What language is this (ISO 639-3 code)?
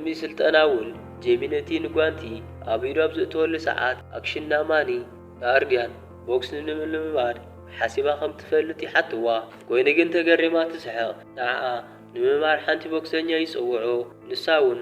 tir